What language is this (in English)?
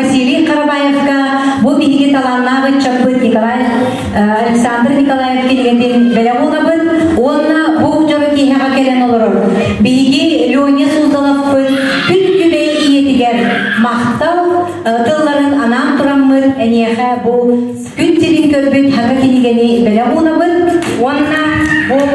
Yakut